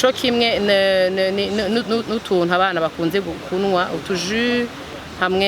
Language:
Rundi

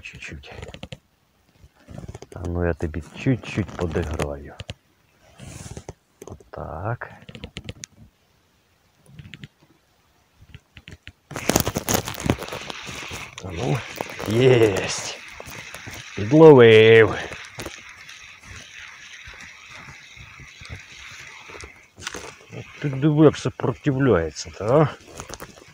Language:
Ukrainian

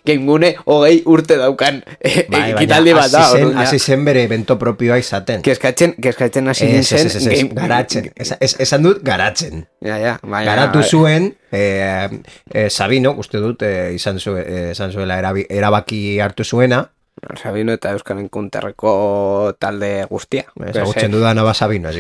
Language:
Basque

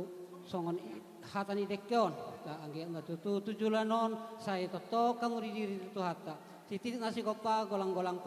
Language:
Batak Toba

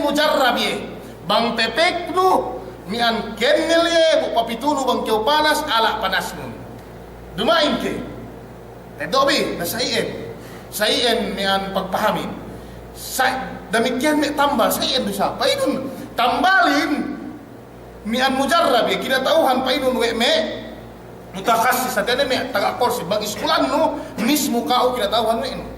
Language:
Yakan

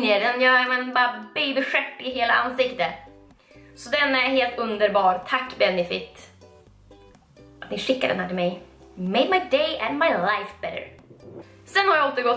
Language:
Swedish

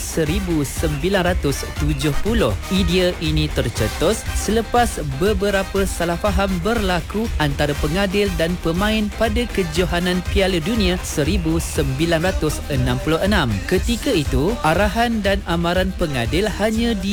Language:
Malay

